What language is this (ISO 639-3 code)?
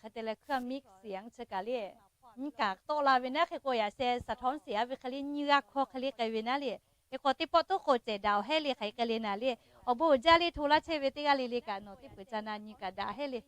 lhu